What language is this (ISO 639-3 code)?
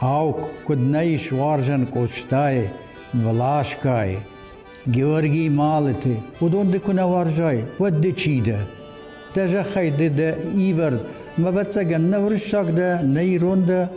oss